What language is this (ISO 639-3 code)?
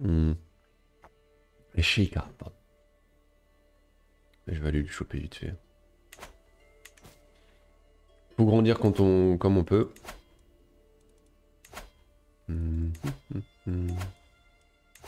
fra